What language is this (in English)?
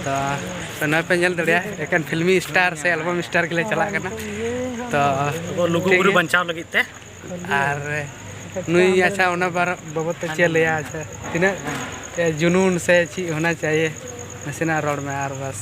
Santali